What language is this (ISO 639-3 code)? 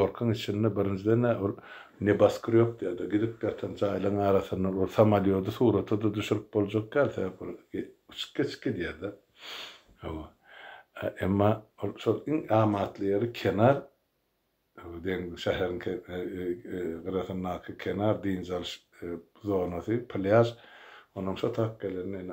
tuk